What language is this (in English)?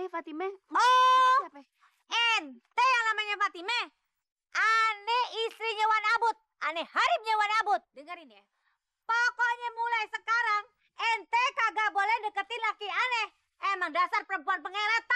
Betawi